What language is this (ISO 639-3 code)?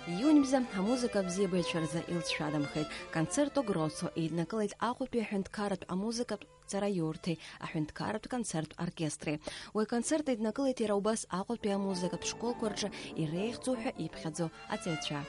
abk